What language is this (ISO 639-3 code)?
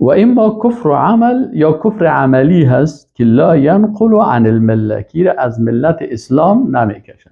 fas